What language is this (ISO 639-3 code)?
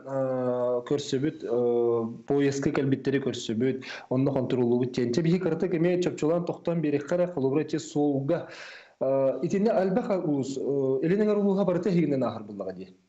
sah